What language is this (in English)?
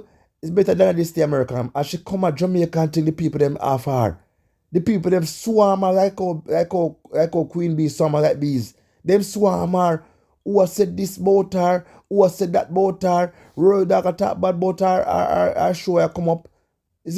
Jamaican Creole English